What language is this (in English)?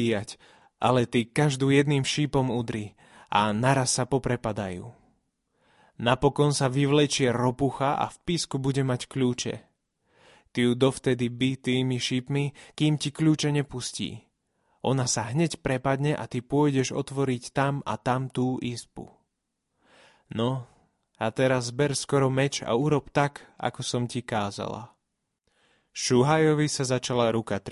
Slovak